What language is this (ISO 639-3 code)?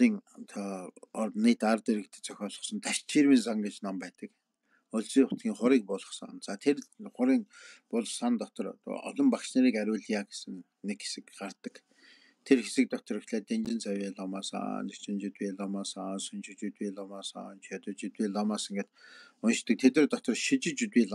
mon